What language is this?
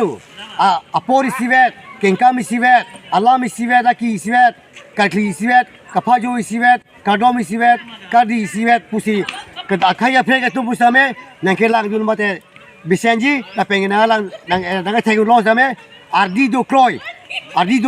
Karbi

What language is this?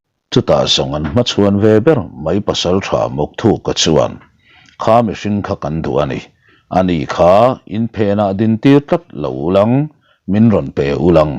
Mizo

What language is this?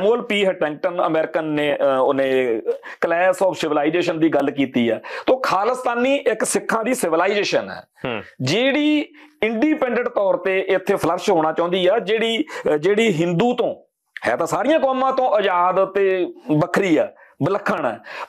Punjabi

